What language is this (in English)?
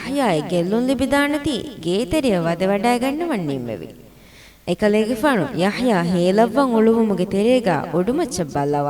Divehi